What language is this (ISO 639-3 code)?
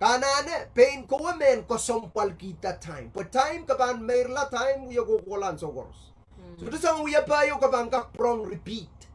pon